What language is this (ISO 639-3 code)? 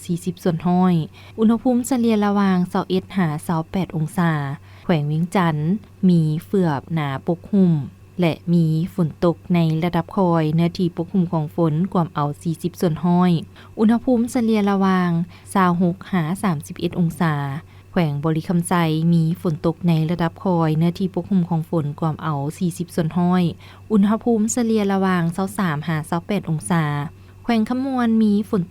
lao